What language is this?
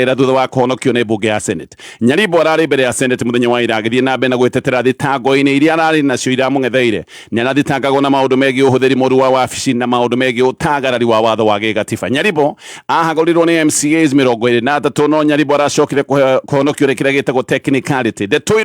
Kikuyu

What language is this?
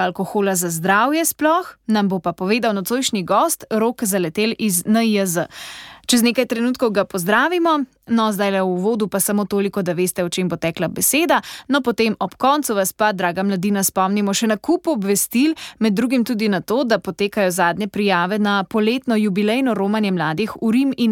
Slovenian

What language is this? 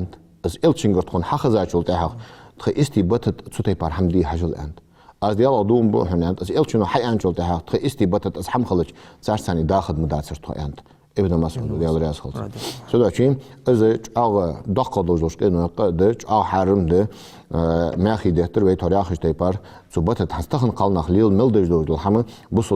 Ingush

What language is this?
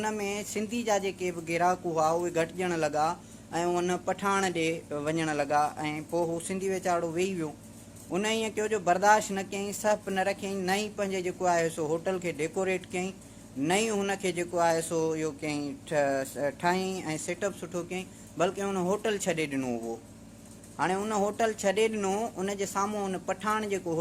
Sindhi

